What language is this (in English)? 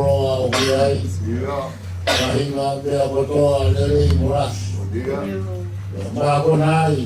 Tongan